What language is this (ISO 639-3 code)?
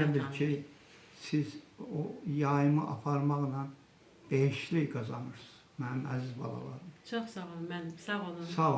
aze